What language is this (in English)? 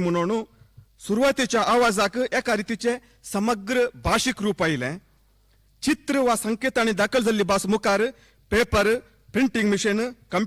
Konkani